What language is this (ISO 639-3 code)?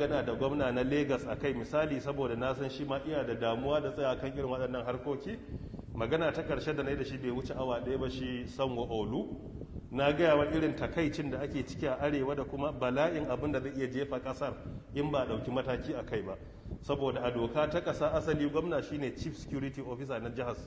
hau